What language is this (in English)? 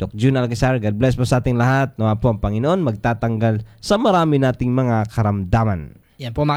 Filipino